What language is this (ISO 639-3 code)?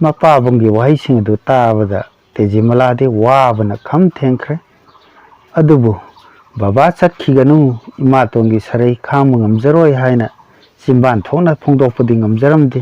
mni